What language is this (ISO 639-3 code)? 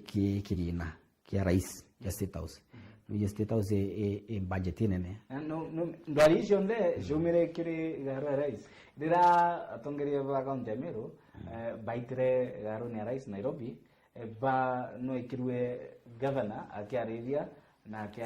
mer